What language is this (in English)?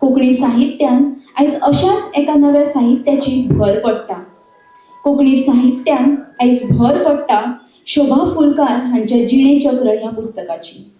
Konkani